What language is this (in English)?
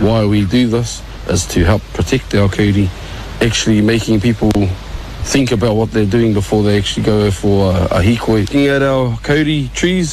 Māori